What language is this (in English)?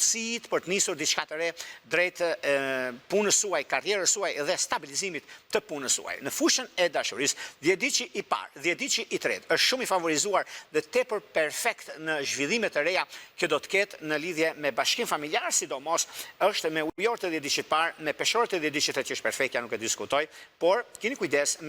Albanian